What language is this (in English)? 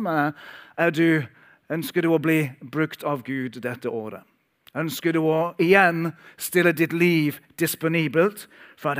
Norwegian